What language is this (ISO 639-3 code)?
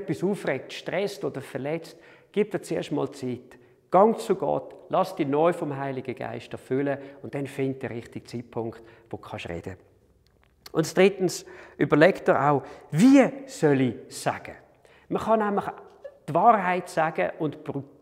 gsw